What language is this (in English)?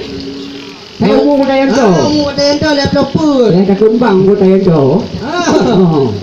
Achinese